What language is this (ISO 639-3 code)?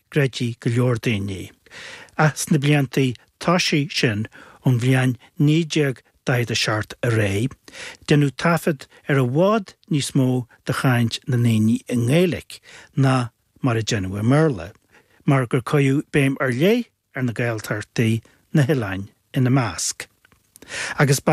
gle